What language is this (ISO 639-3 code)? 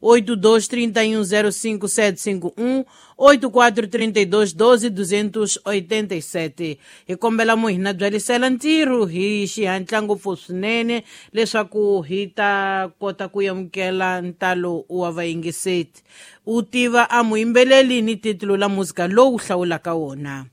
tso